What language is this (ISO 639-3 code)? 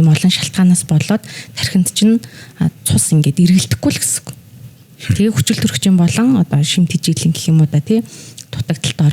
mon